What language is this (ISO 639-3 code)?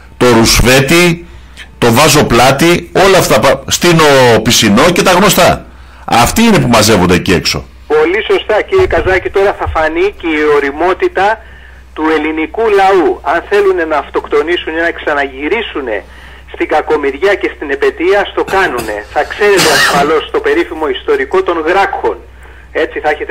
ell